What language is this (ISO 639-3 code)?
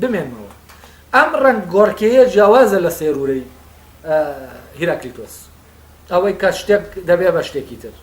ckb